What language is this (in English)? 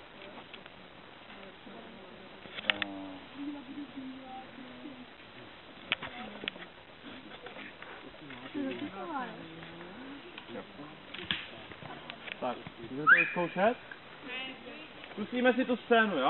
Czech